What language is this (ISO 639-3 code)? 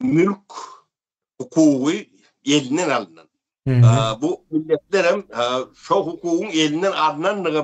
tuk